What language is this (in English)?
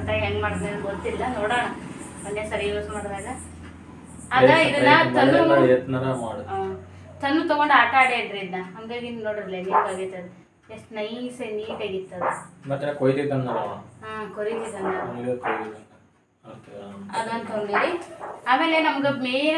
Kannada